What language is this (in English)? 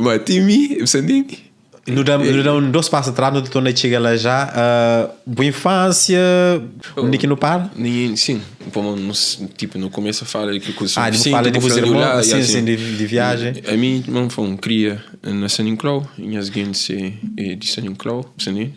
Kabuverdianu